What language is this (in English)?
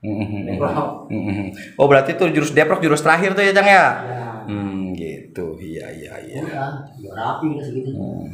Betawi